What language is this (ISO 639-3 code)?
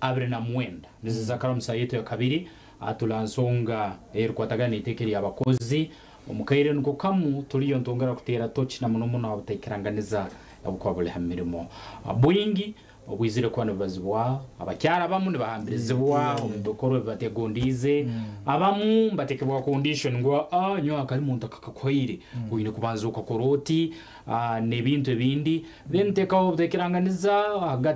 nyn